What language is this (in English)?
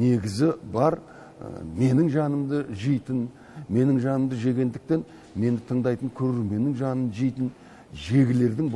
Kazakh